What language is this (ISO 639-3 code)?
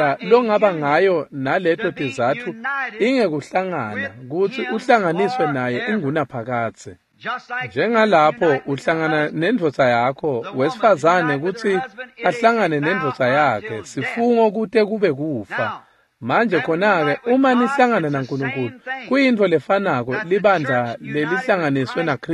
ssw